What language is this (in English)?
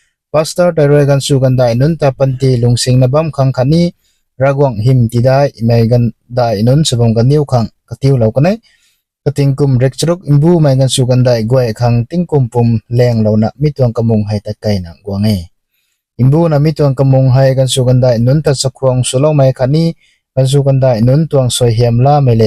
Rongmei Naga